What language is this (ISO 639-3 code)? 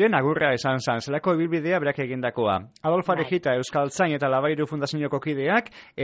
eus